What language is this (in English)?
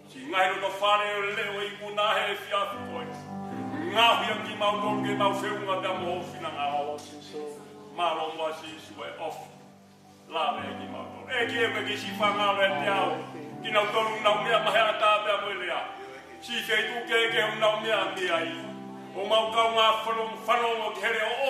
Tongan